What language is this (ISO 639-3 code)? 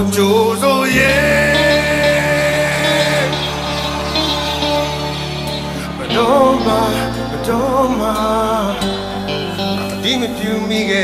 mya